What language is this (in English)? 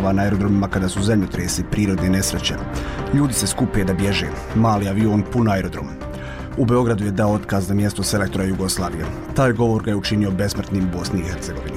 Bosnian